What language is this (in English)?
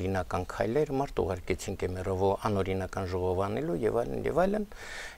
Armenian